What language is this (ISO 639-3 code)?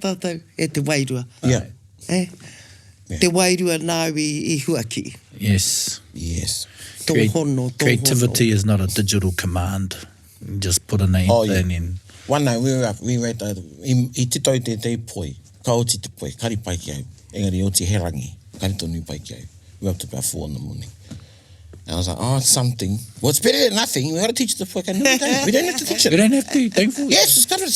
mri